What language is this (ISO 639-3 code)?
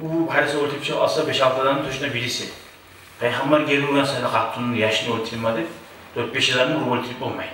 kum